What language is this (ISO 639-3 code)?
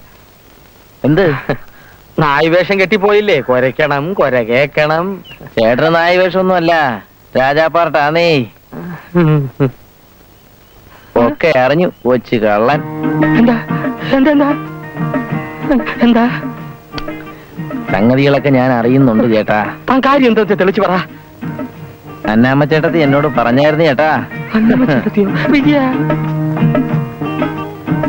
mal